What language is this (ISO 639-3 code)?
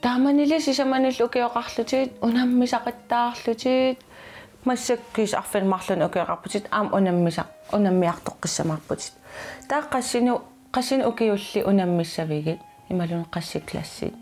kal